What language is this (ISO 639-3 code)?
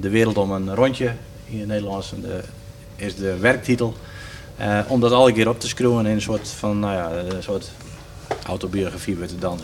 fry